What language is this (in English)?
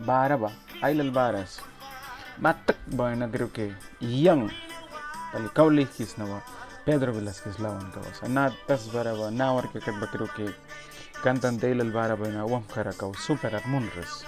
Mískito